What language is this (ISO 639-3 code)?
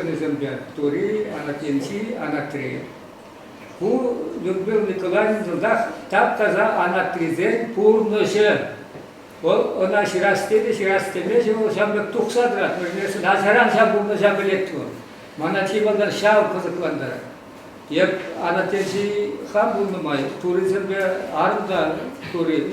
chv